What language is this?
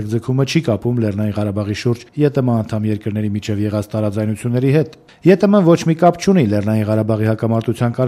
Armenian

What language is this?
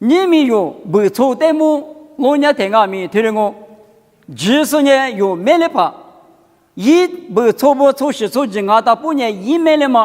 Lisu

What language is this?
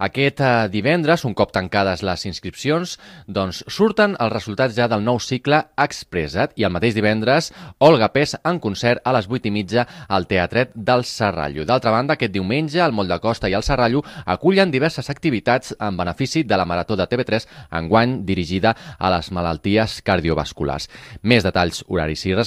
Catalan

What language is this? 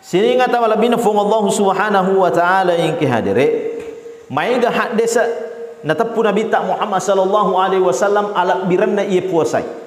Buginese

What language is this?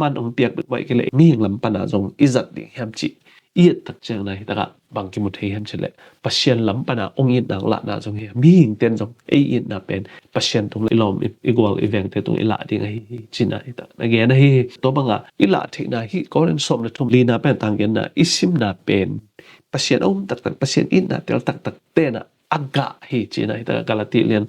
Tedim Chin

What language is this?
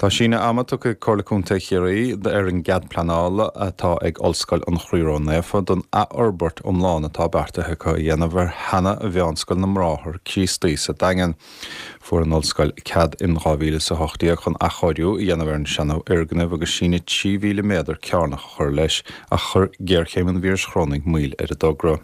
Irish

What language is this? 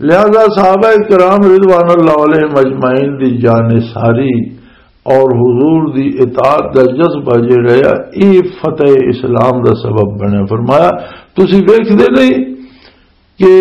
Western Panjabi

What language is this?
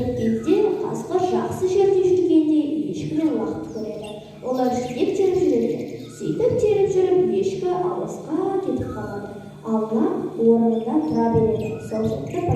Kazakh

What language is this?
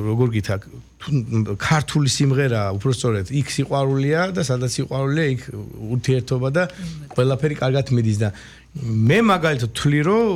Georgian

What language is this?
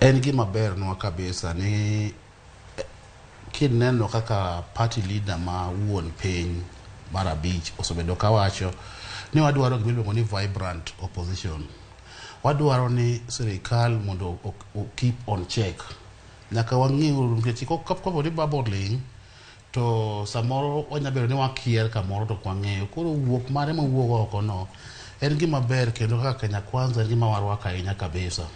Luo (Kenya and Tanzania)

